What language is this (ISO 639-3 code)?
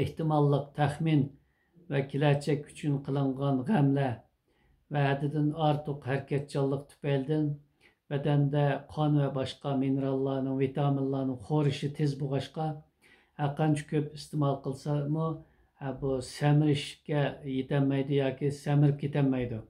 uig